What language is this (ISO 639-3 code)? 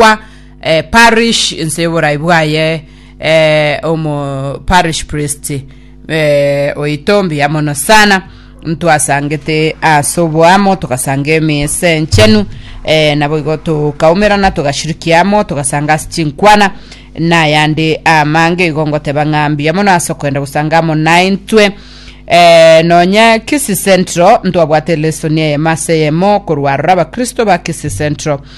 guz